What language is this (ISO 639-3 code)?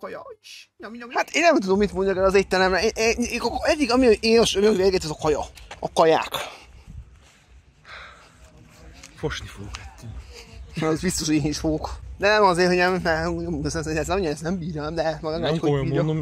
hun